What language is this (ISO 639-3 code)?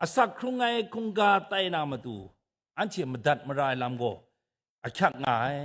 kac